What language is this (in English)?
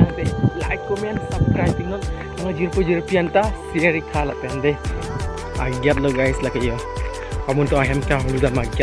Karbi